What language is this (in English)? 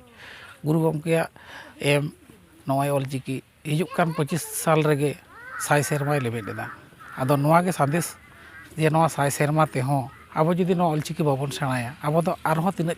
Santali